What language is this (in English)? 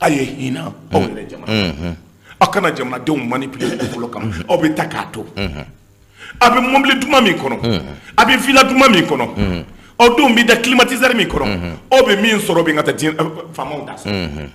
Bambara